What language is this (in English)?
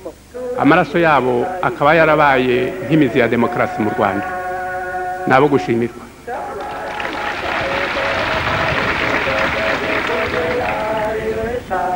Kinyarwanda